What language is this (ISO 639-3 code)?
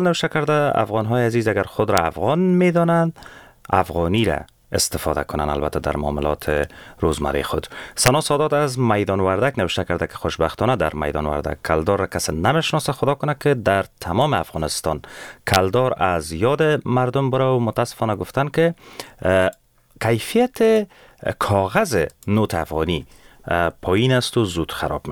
fas